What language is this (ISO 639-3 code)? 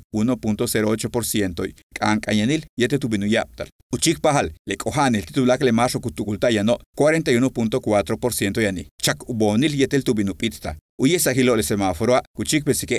yua